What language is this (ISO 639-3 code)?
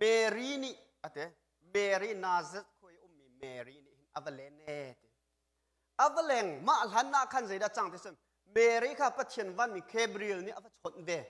cnh